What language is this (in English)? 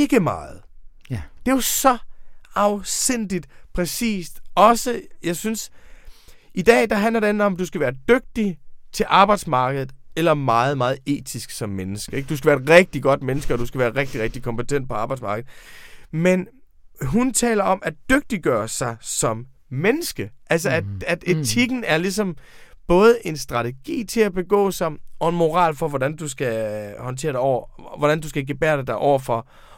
Danish